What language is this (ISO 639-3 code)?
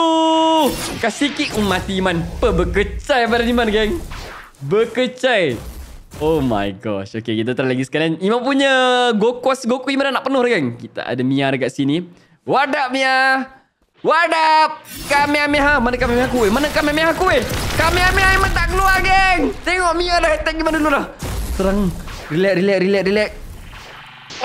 msa